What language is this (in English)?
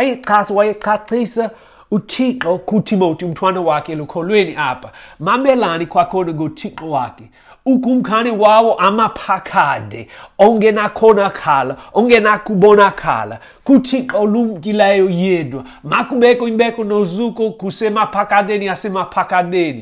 Xhosa